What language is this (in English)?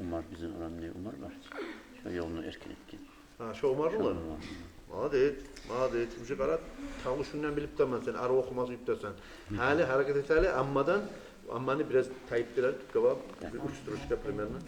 Kumyk